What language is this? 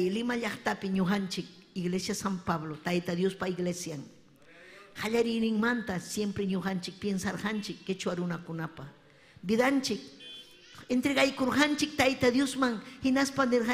Ayacucho Quechua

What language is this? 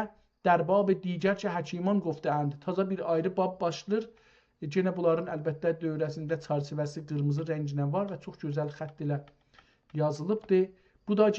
South Azerbaijani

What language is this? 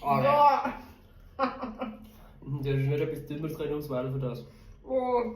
Swiss German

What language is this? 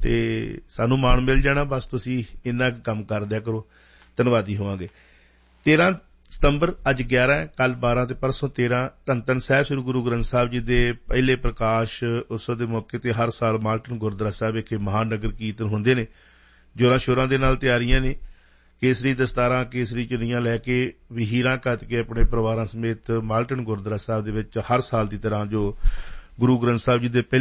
Punjabi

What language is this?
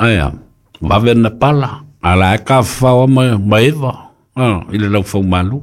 Samoan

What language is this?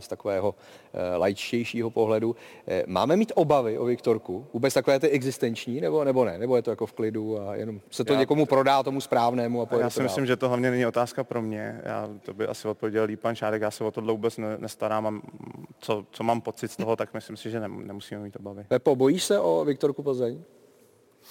Czech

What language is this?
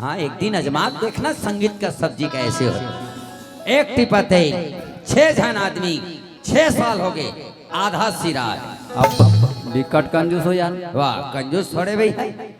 Chhattisgarhi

